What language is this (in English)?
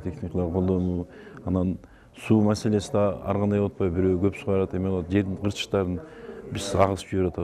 Kyrgyz